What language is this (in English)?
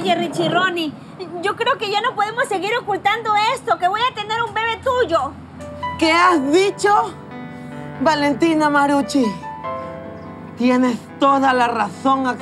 Spanish